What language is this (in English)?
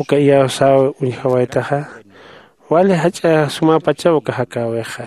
Aymara